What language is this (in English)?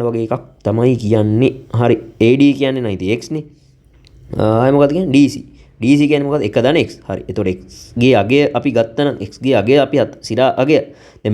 Sinhala